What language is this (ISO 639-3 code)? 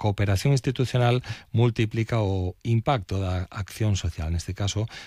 glg